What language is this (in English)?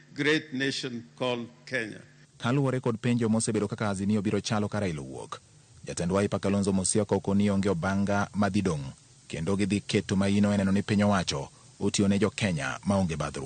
Luo (Kenya and Tanzania)